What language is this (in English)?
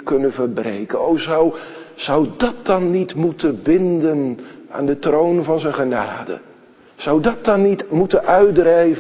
Dutch